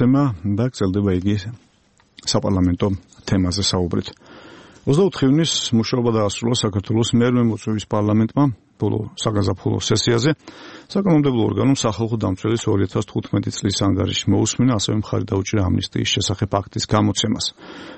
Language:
Georgian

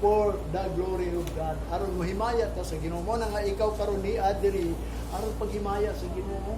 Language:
Cebuano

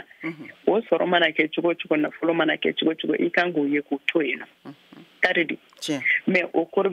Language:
Bambara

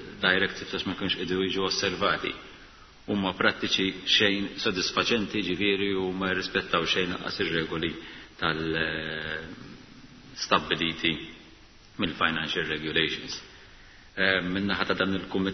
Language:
Maltese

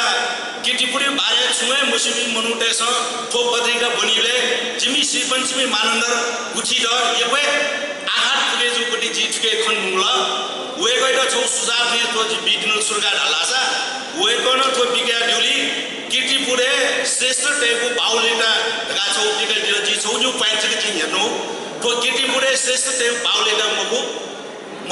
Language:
Newari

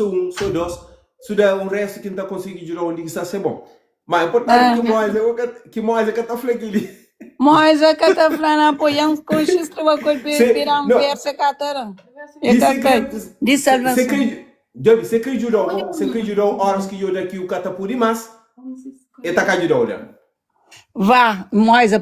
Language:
Kabuverdianu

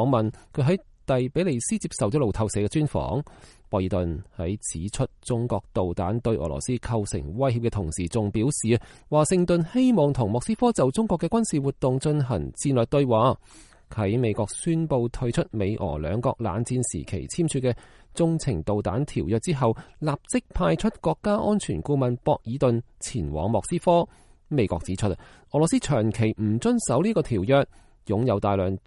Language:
Cantonese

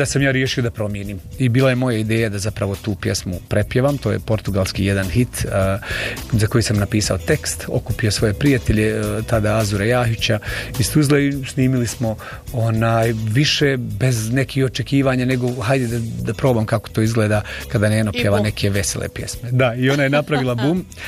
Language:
Bosnian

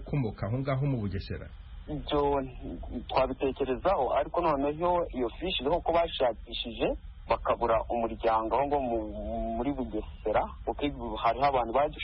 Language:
Kinyarwanda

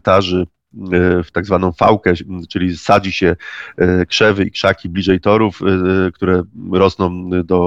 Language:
Polish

